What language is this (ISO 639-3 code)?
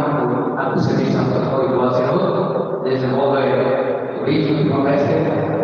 tet